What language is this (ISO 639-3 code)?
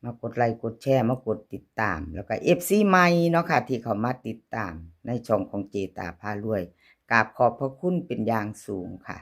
lao